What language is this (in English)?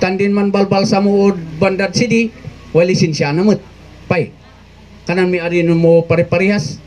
Kankanaey